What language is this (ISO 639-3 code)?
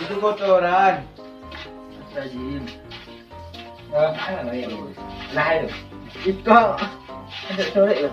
min